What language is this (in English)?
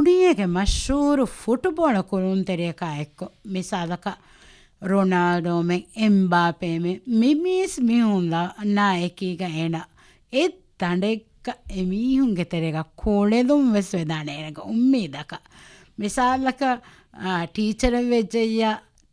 Divehi